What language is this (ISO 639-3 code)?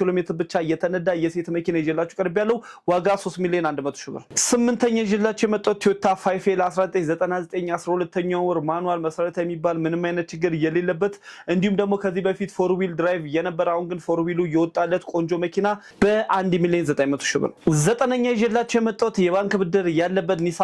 amh